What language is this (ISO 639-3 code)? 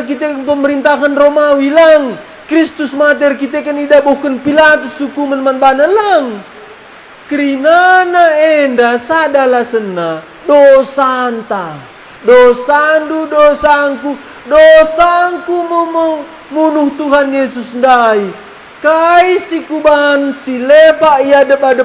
btx